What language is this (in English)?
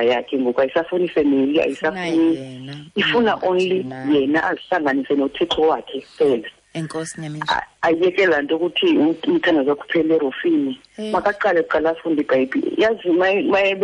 Xhosa